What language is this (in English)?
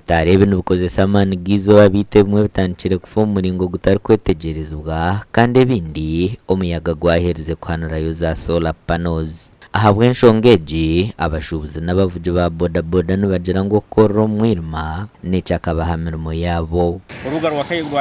Nyankole